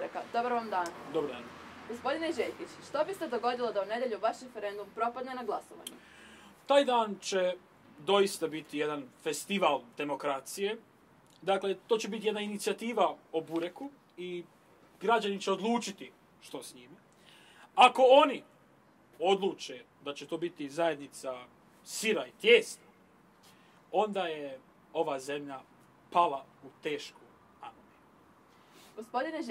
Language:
Croatian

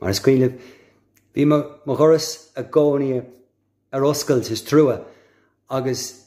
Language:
Irish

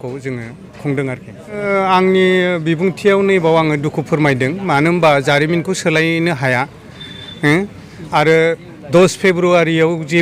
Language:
Bodo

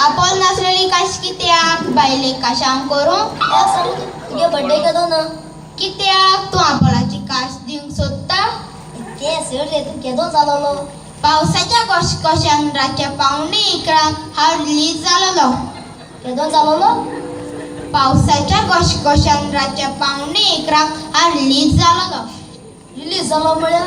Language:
Konkani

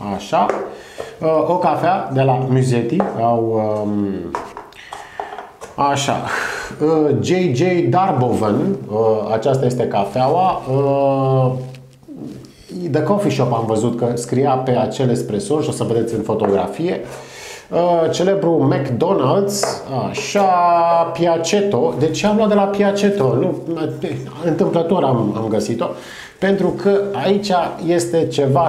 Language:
Romanian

